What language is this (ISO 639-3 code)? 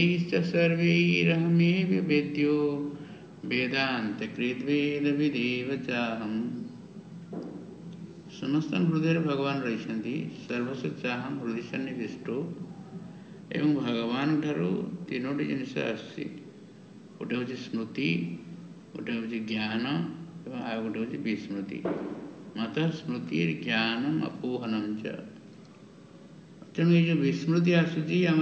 ori